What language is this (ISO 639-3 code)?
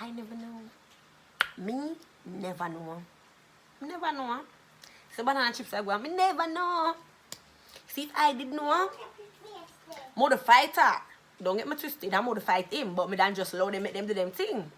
jam